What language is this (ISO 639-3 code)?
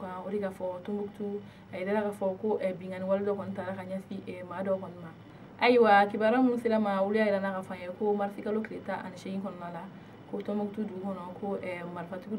bam